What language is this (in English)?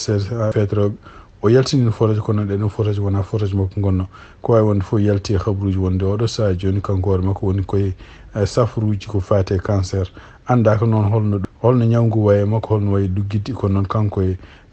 Fula